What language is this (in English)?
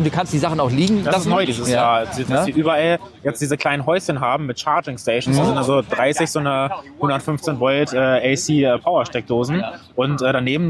German